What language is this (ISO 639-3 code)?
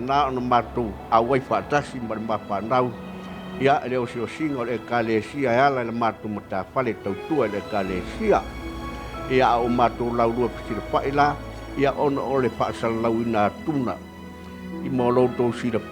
smo